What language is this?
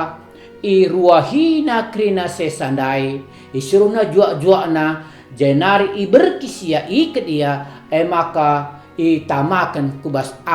Batak Karo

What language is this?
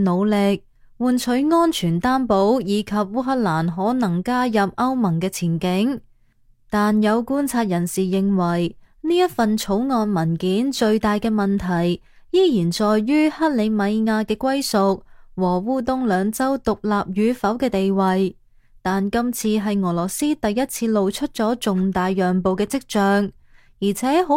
Cantonese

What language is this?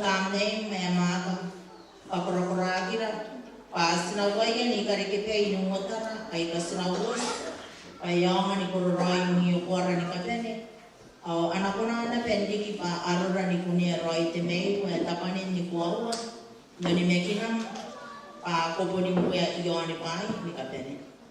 Gilbertese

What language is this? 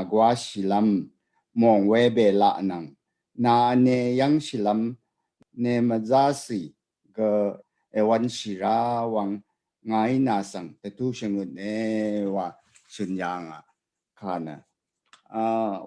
Rawang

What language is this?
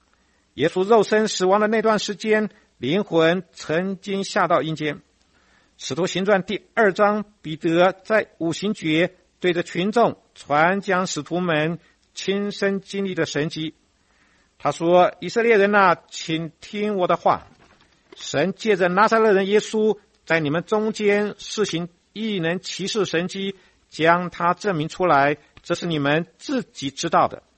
Chinese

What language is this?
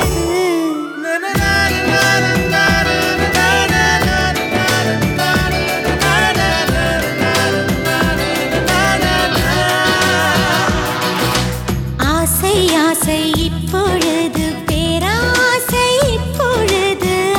Tamil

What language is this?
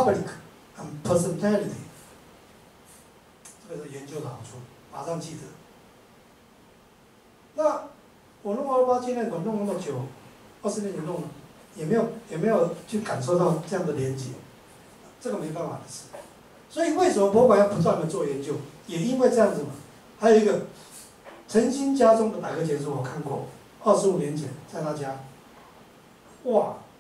Chinese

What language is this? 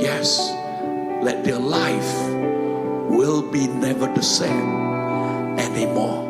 Iban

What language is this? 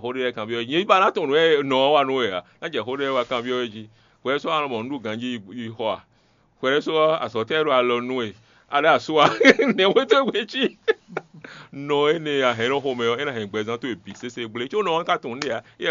Fon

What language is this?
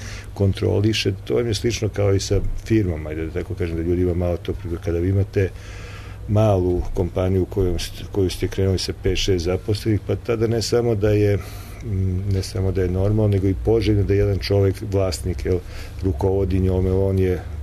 Serbian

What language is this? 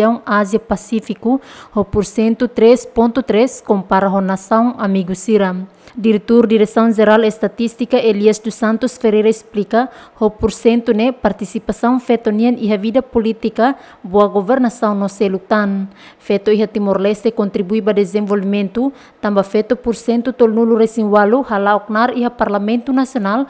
Tetum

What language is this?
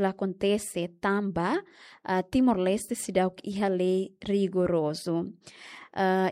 Tetum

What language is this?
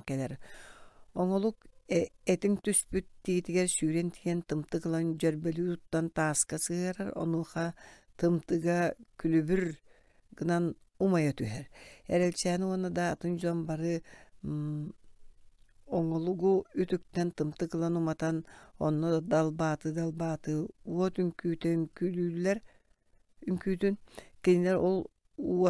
Yakut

